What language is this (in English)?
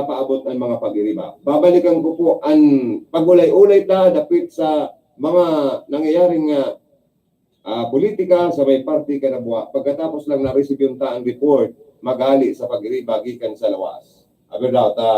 Bikol